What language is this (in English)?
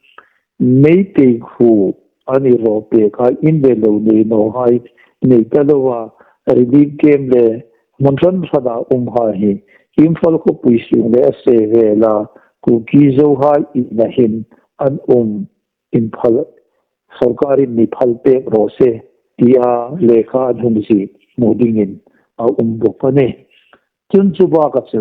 Hmar